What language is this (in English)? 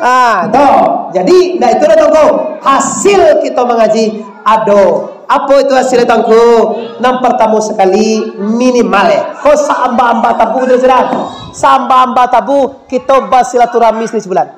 Minangkabau